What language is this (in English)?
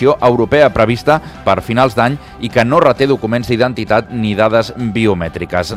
Catalan